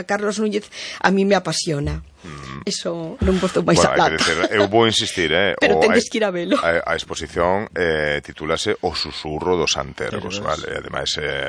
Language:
Galician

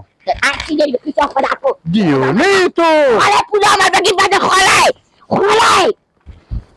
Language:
Persian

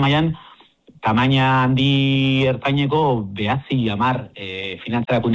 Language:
Basque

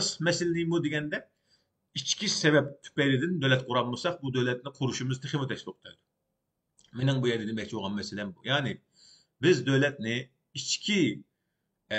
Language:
Uyghur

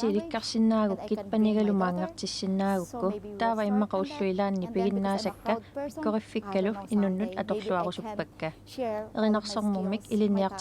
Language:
Kalaallisut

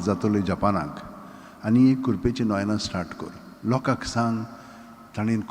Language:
Konkani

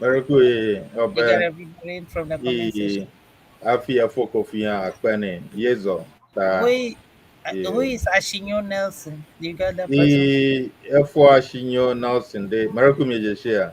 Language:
Ewe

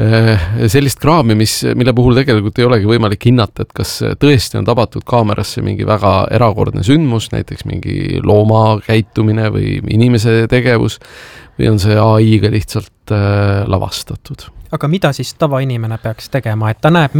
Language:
Estonian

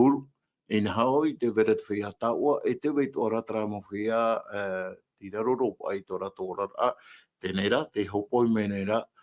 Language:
Tahitian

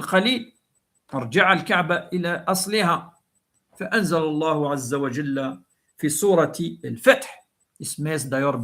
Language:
Kabyle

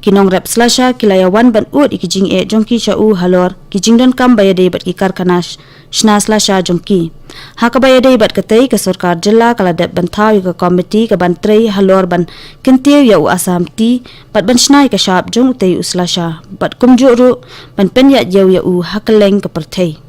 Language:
Khasi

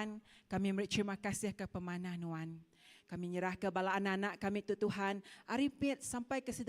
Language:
Iban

